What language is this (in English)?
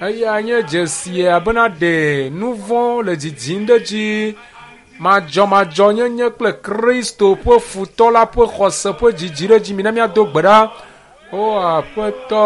Ewe